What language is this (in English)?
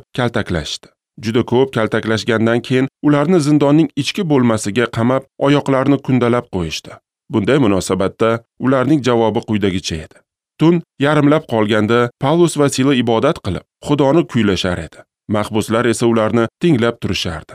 Uzbek